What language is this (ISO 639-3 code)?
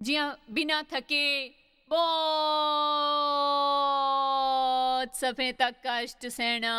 doi